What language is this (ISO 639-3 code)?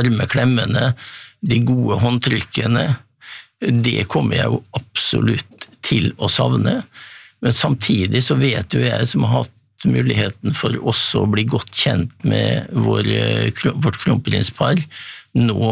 nor